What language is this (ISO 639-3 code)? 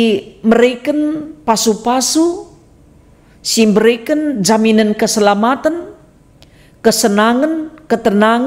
btx